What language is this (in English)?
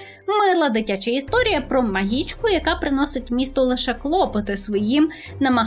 Ukrainian